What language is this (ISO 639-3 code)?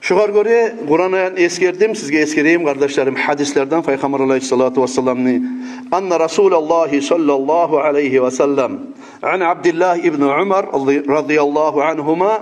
kum